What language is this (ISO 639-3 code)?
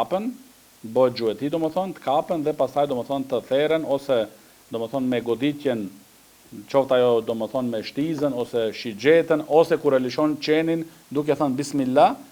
sqi